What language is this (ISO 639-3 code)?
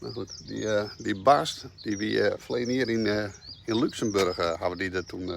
fry